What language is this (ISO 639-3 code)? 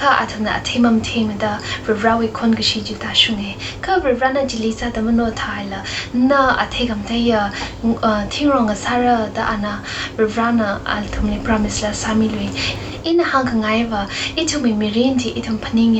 nmf